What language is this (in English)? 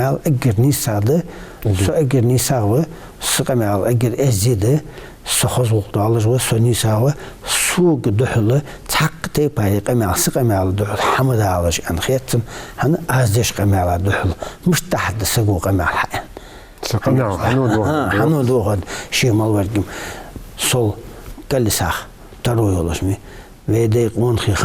Ingush